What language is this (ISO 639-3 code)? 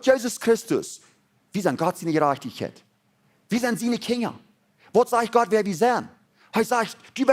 pdt